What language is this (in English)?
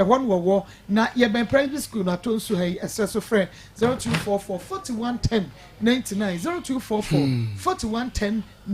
Akan